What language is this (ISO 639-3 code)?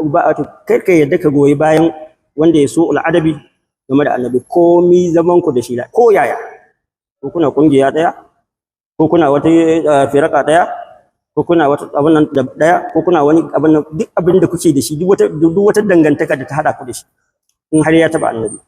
hau